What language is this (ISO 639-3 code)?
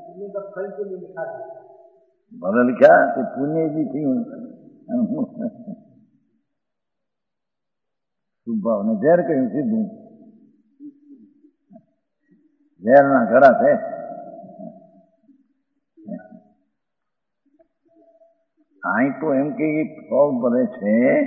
guj